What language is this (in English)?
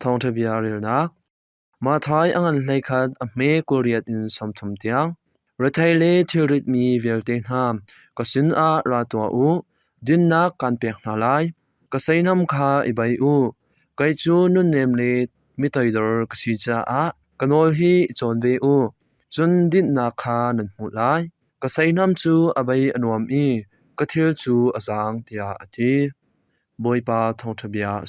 Hakha Chin